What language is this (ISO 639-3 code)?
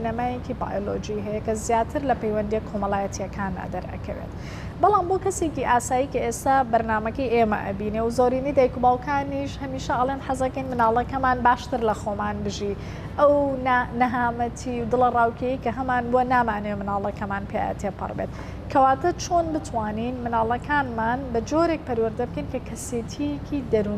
ckb